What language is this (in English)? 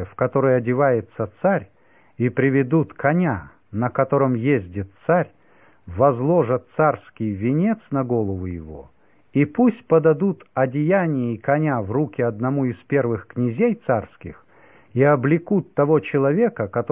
Russian